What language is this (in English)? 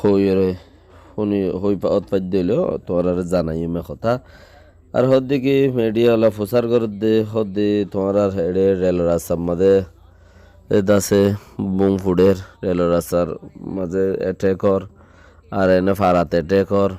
Rohingya